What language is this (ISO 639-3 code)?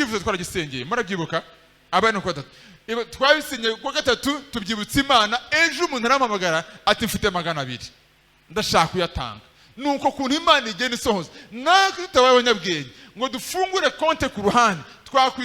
kin